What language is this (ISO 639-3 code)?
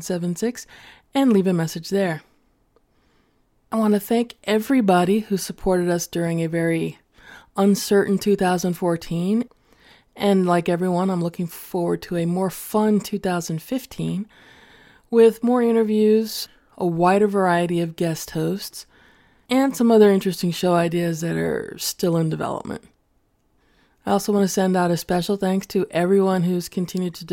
eng